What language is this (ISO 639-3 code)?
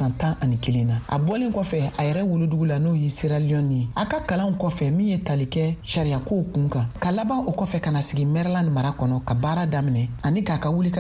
bam